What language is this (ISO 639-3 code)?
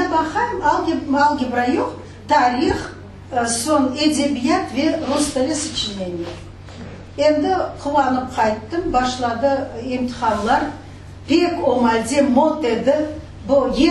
crh